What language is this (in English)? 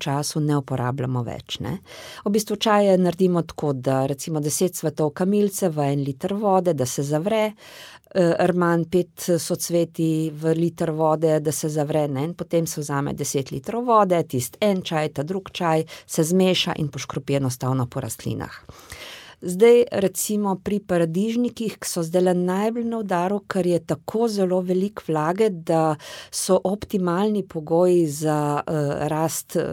Slovenian